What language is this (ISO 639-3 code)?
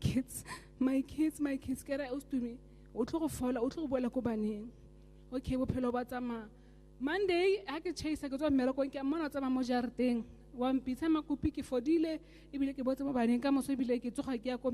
tsn